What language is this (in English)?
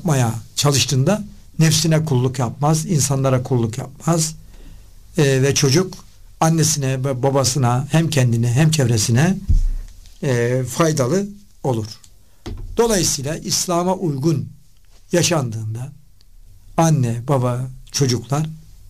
Turkish